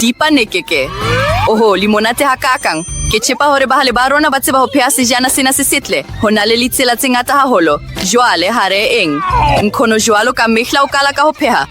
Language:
Southern Sotho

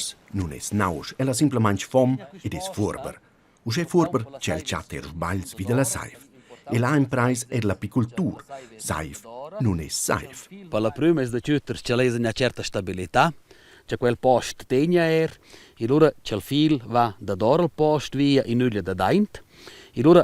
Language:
Romansh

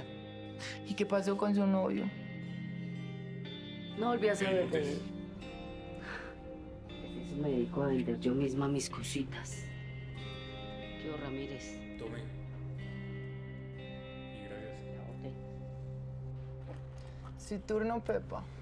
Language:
Spanish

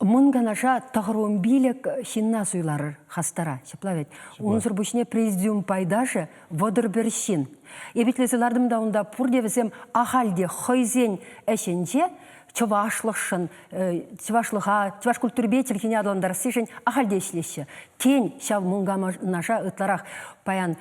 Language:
Chuvash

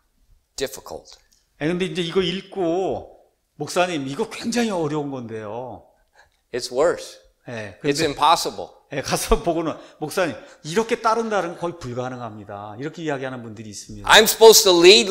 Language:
Korean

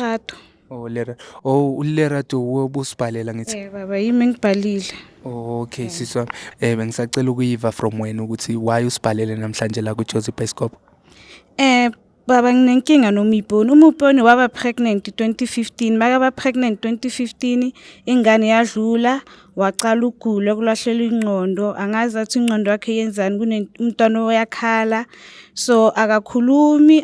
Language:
Zulu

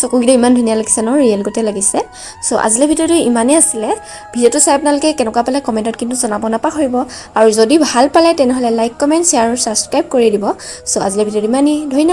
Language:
Assamese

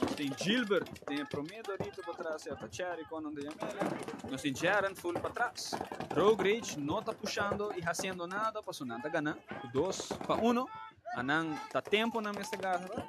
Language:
Papiamento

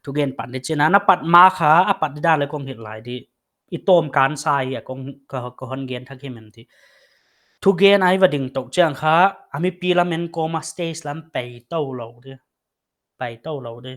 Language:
Paite Chin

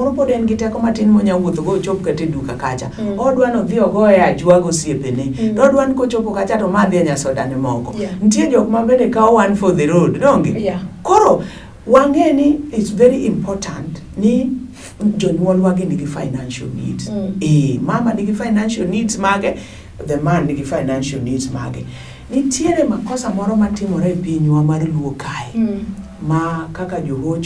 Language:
Luo (Kenya and Tanzania)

